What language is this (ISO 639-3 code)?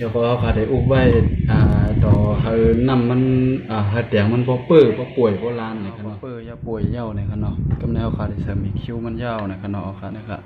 shn